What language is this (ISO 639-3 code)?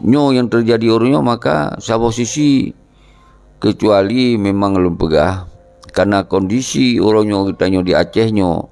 ace